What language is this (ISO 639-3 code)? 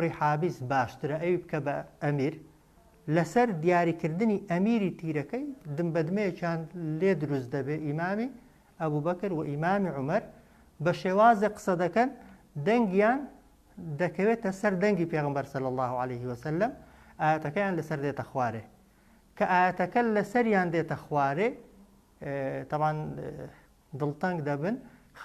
ckb